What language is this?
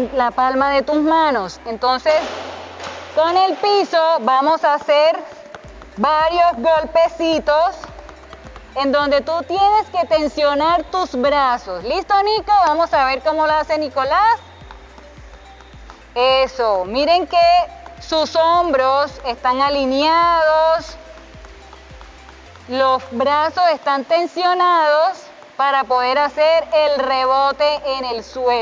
Spanish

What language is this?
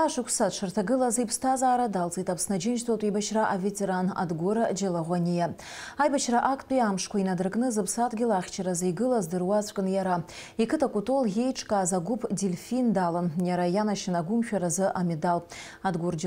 Abkhazian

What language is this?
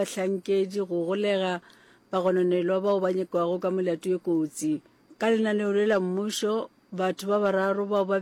Northern Sotho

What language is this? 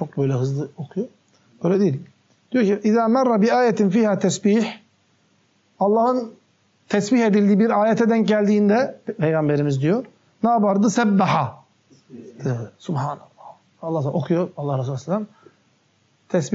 Turkish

